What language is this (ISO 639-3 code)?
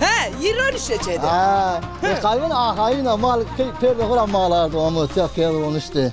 zza